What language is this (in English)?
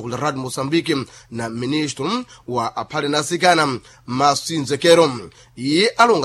Sena